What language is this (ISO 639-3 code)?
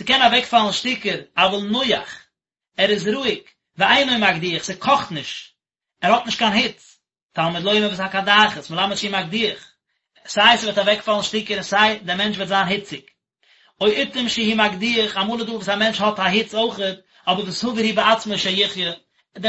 yid